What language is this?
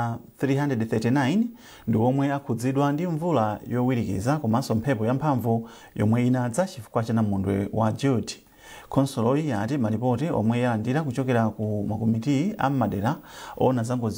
Nyanja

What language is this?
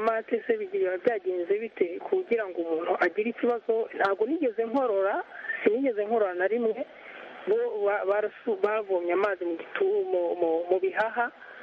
Kinyarwanda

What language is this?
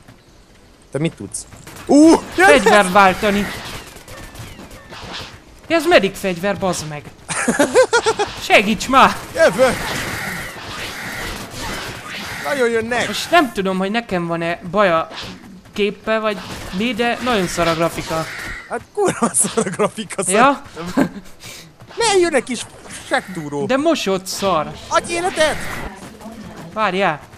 Hungarian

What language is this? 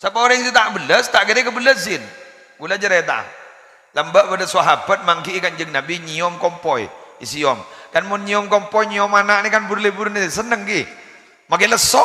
Madurese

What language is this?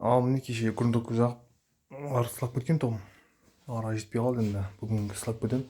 Kazakh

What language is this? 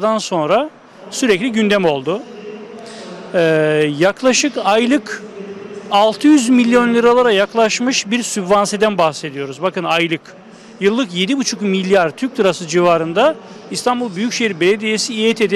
Turkish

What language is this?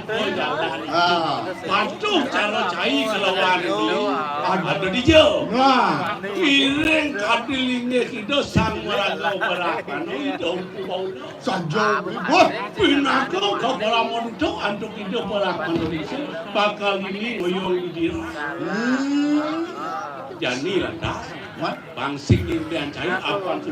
Balinese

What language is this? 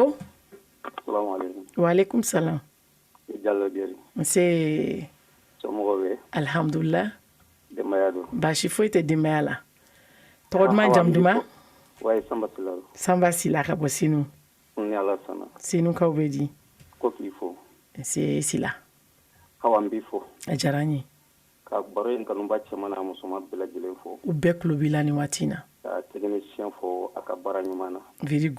Bambara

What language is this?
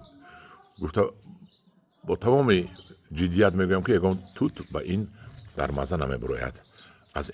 Tajik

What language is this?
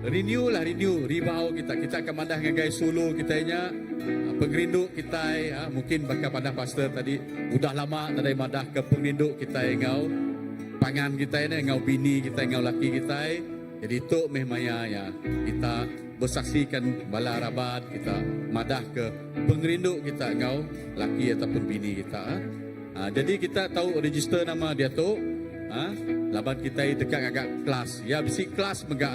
Iban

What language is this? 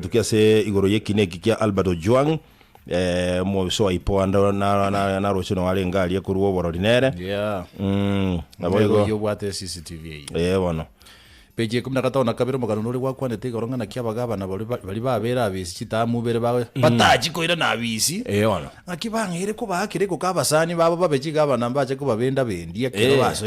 Gusii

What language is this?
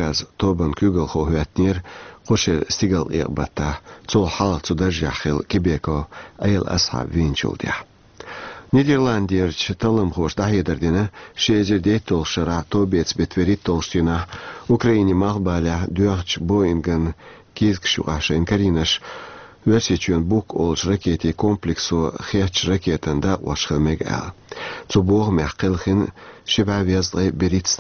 Chechen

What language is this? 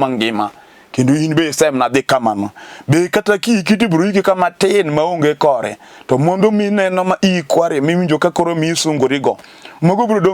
Luo (Kenya and Tanzania)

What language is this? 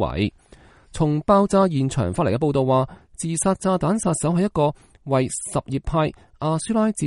Cantonese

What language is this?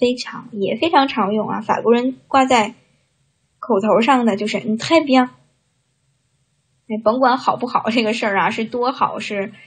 Chinese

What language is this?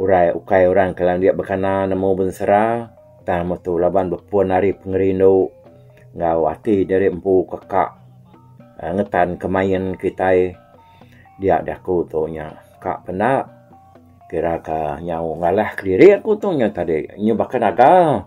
Iban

